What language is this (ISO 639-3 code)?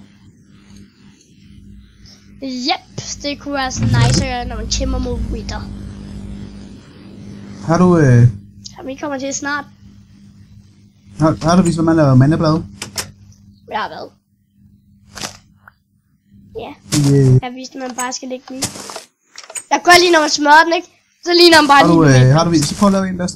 dan